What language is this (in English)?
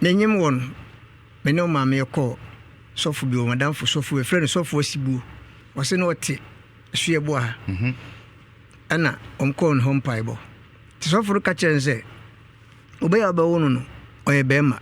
Akan